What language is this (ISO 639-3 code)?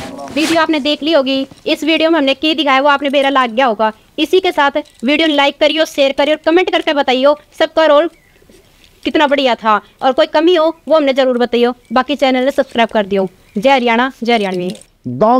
bgc